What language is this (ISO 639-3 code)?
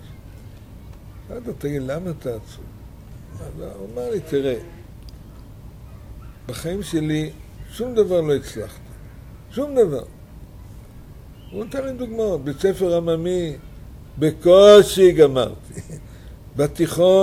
heb